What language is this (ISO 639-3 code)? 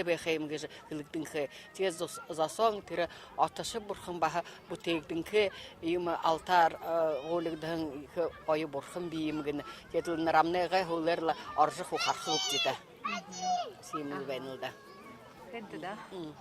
bua